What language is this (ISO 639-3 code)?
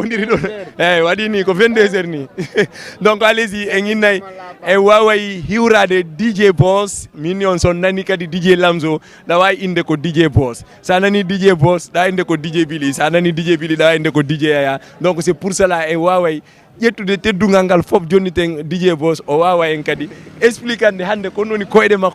ful